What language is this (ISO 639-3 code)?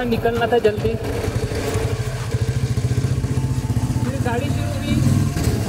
hin